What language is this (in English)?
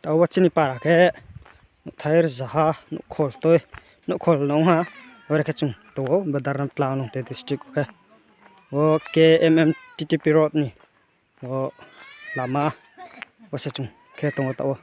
Riang (India)